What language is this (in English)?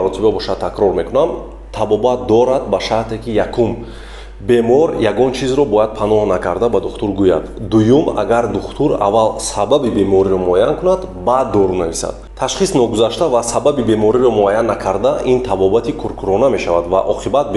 Tajik